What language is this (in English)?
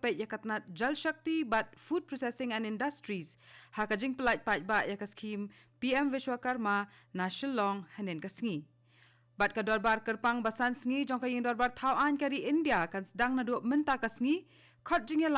Khasi